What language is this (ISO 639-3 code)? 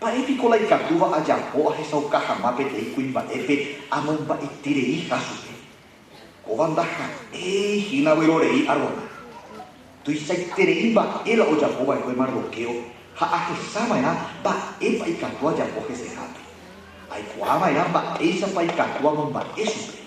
grn